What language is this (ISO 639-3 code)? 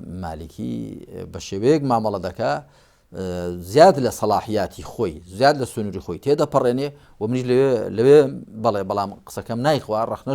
ckb